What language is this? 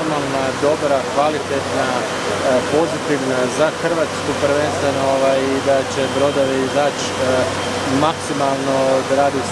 Croatian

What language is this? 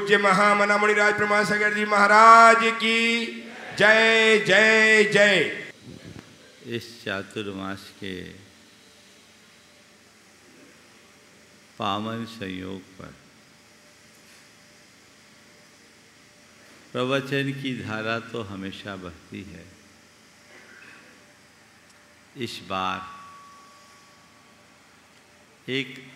Hindi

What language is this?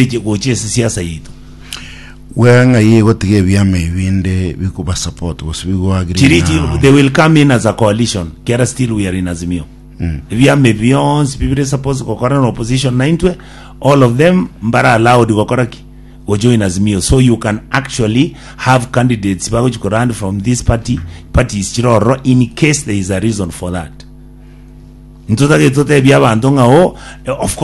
Gusii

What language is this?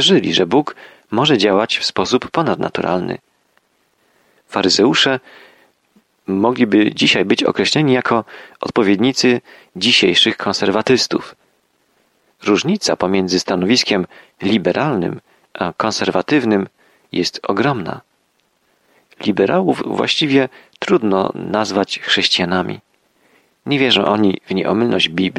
Polish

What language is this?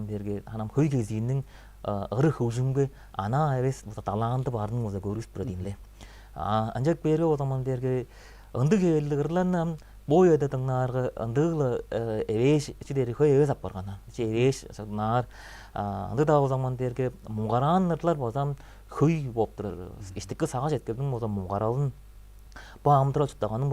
Tuvinian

